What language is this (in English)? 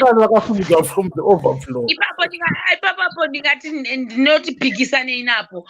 Shona